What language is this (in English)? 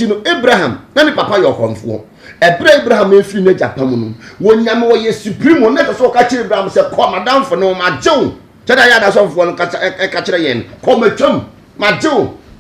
Akan